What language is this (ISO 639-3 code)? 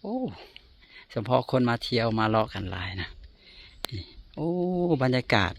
lao